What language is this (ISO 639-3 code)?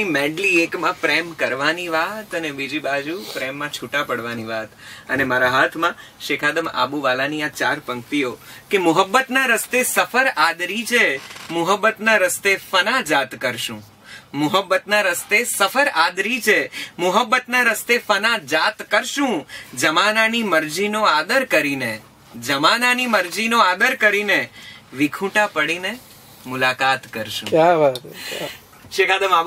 guj